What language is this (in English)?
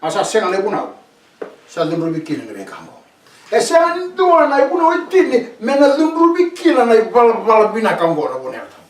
Fijian